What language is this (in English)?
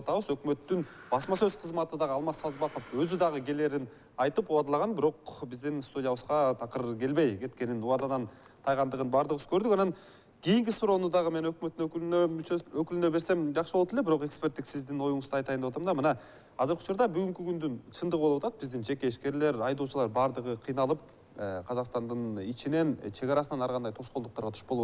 Kyrgyz